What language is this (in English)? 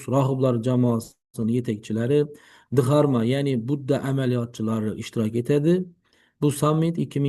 Uzbek